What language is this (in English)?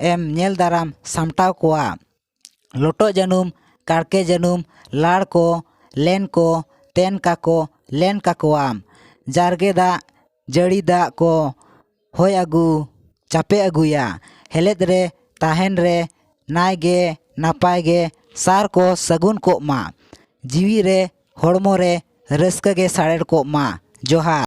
Santali